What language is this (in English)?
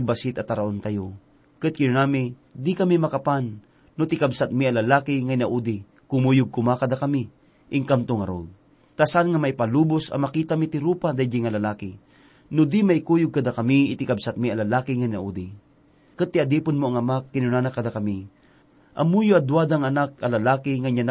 Iloko